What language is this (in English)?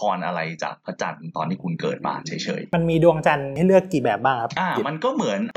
Thai